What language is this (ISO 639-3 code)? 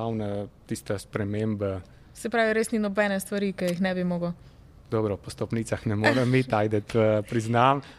slv